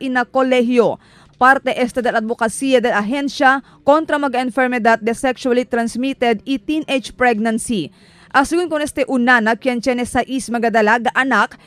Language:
Chavacano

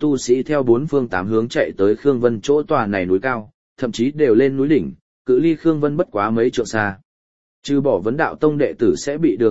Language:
Vietnamese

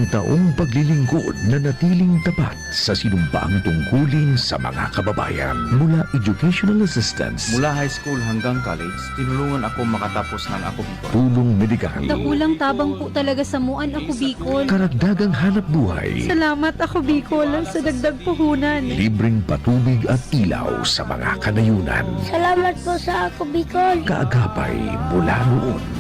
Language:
Bikol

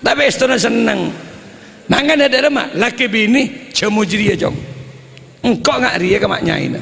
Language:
Madurese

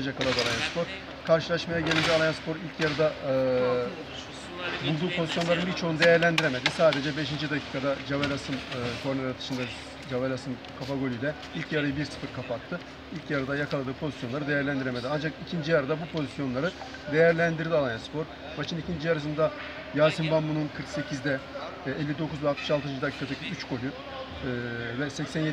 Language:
Turkish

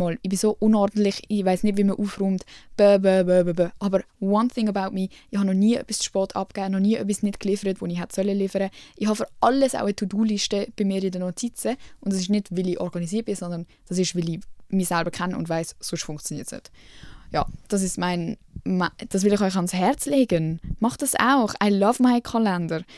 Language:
Swiss German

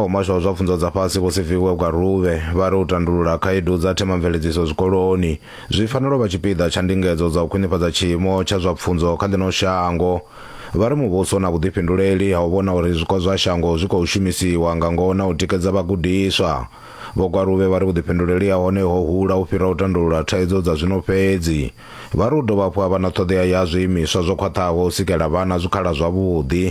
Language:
Venda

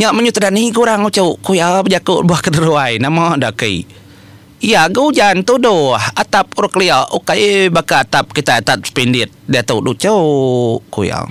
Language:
Iban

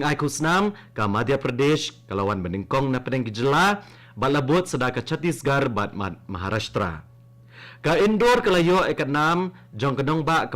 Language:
Khasi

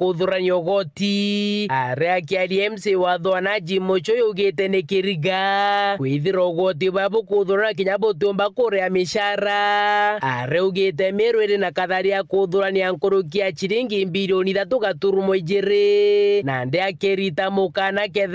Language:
Meru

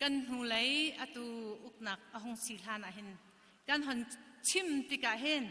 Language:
Hakha Chin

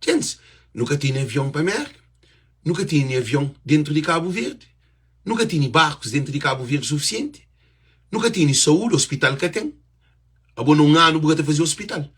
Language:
Kabuverdianu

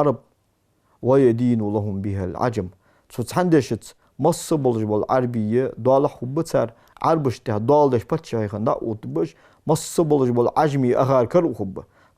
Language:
Ingush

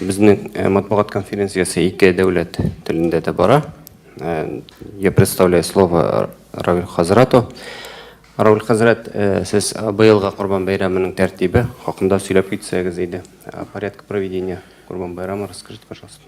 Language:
Tatar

